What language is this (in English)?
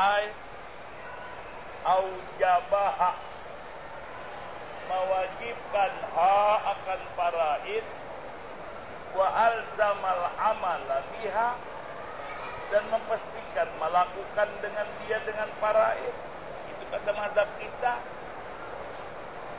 Malay